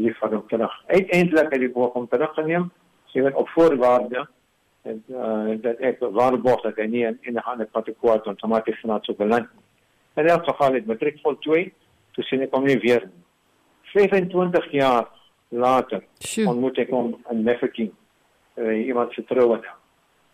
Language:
Afrikaans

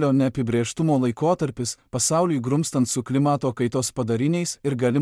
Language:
Lithuanian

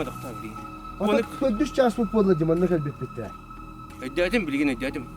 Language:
Yakut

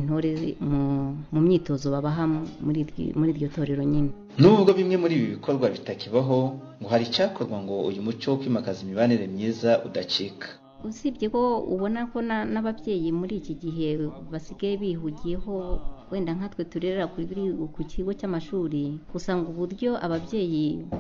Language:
Kinyarwanda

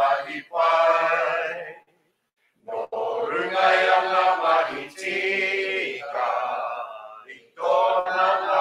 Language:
Māori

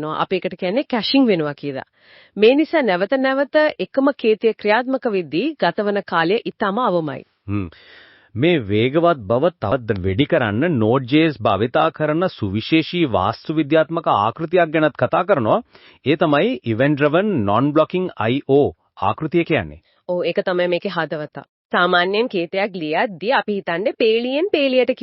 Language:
Sinhala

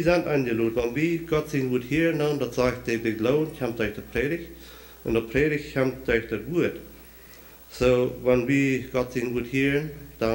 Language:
Plautdietsch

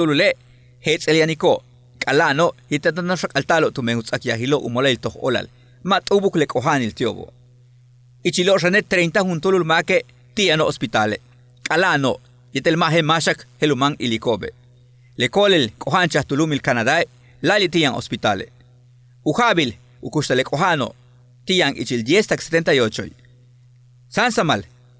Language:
Yucateco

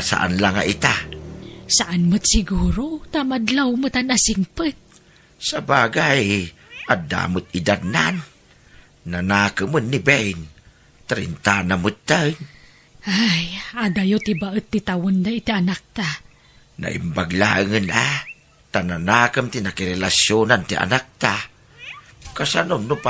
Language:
Iloko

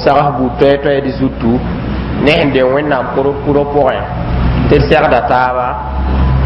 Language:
Mossi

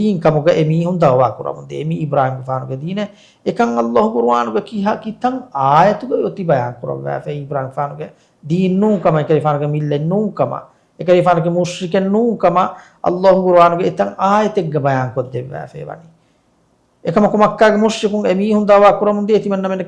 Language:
Divehi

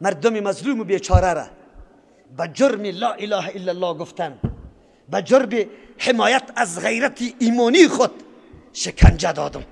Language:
Persian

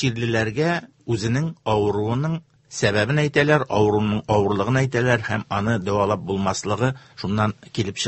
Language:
Tatar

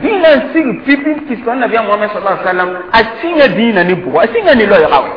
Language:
Mossi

